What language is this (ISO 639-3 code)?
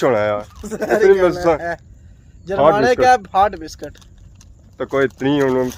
phr